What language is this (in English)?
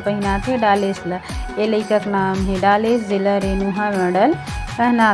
Chhattisgarhi